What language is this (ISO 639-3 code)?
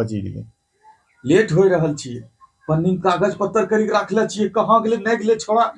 anp